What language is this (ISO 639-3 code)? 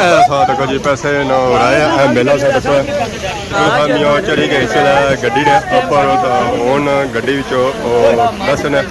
phr